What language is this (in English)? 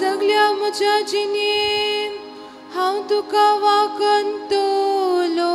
Konkani